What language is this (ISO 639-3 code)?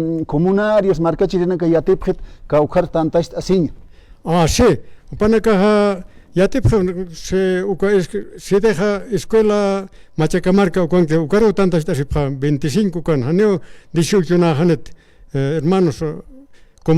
aym